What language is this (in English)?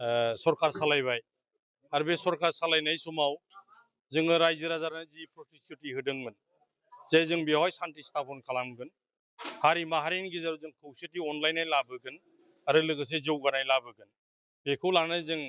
Bodo